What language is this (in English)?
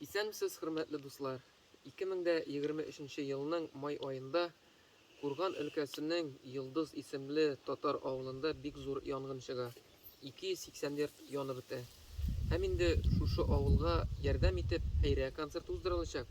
Tatar